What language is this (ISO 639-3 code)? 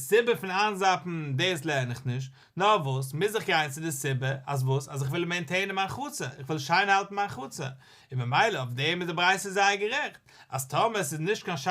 yid